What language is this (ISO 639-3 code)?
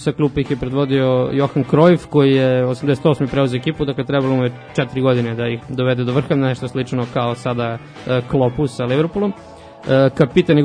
srp